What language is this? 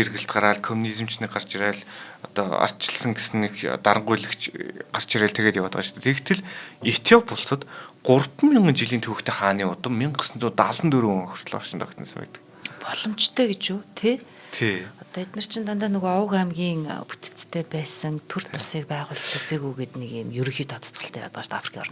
Mongolian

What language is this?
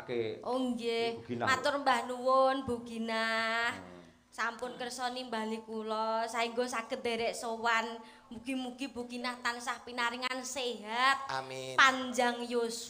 Javanese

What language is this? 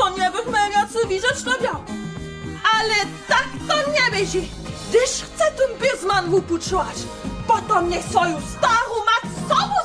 Upper Sorbian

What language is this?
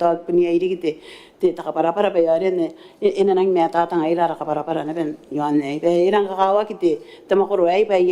Gilbertese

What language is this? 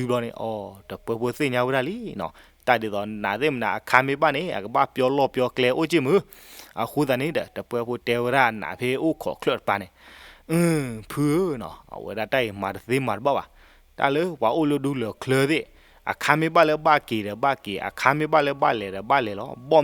S'gaw Karen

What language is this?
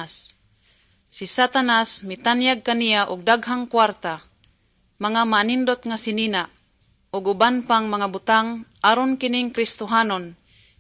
Cebuano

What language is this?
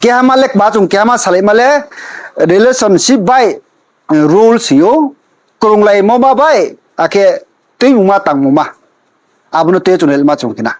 Riang (India)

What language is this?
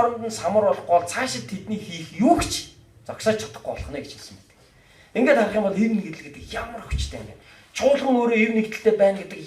Mongolian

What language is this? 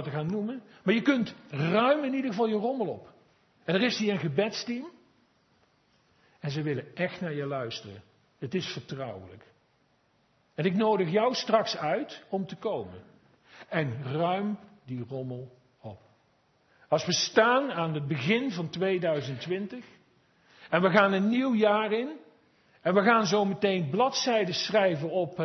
Dutch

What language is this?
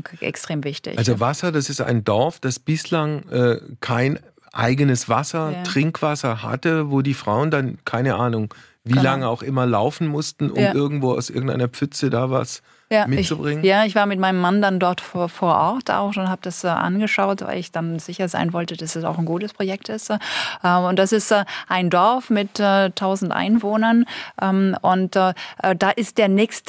German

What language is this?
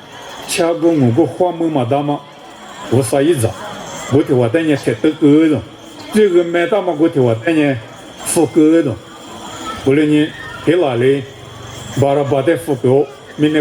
Lisu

